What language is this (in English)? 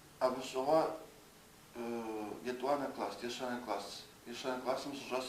Kabardian